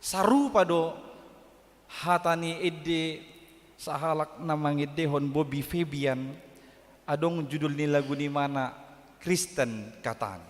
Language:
Batak Toba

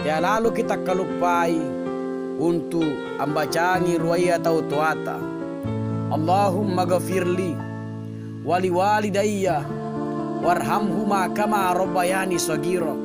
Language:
Makasar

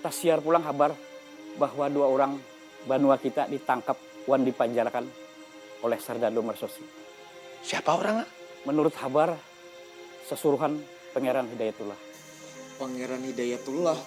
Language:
Banjar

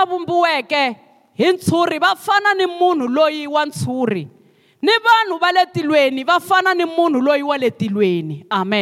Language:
Tsonga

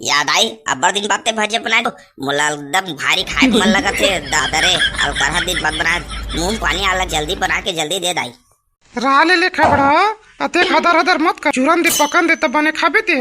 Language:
Chhattisgarhi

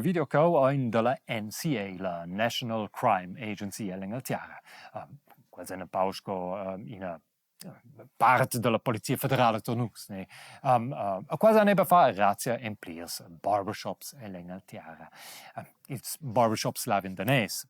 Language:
Romansh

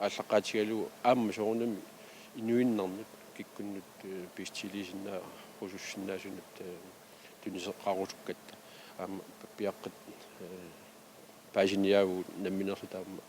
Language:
Kalaallisut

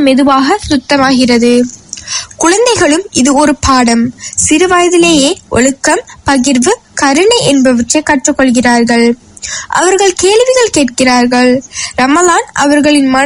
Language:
Tamil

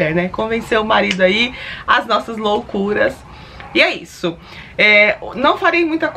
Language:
Portuguese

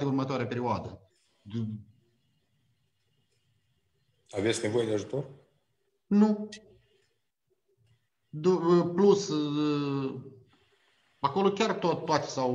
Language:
Romanian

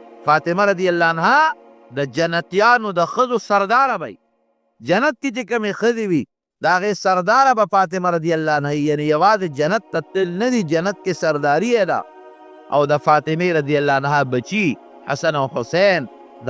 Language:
Pashto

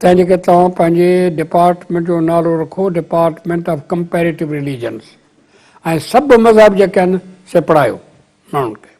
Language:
Sindhi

